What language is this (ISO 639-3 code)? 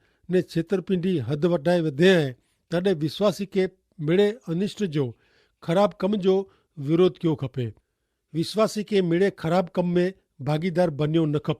kfr